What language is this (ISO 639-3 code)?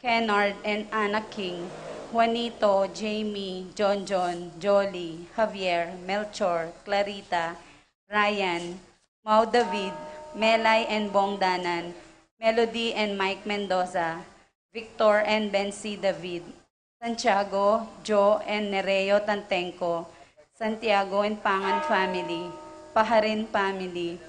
pam